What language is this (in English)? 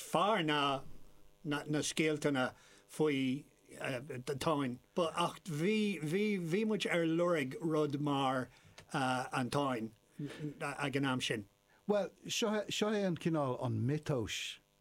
Irish